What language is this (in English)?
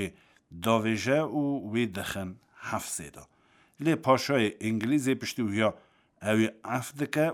Kurdish